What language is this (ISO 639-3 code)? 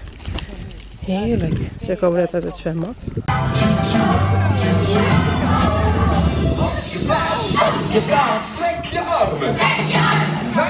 nld